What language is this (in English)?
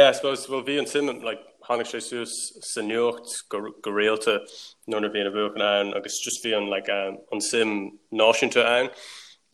Irish